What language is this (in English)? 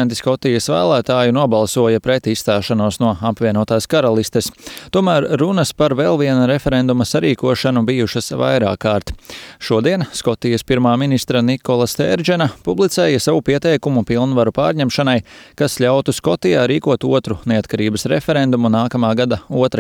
Latvian